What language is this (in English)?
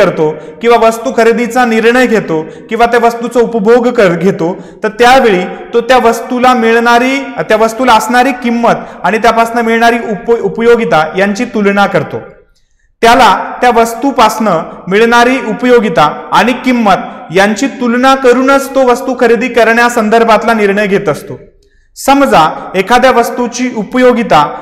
Marathi